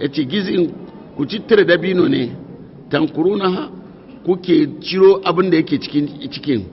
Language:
Hausa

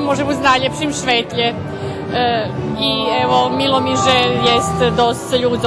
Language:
Rusyn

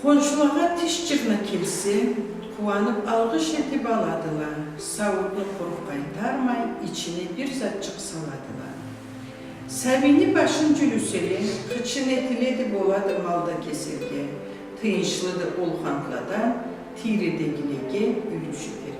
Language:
Karachay-Balkar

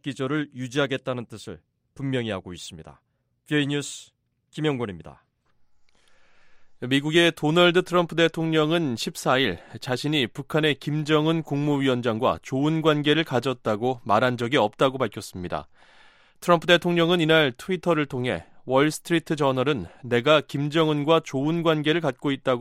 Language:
Korean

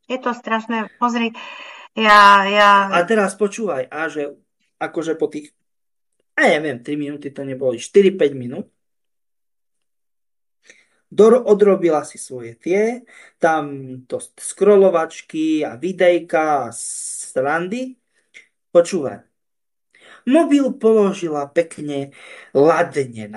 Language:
Slovak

